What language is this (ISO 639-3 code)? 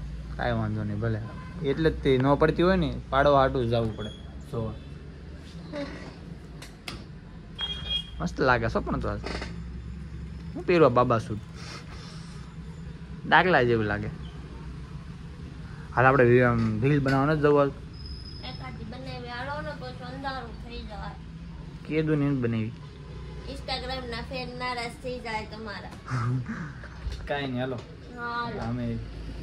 guj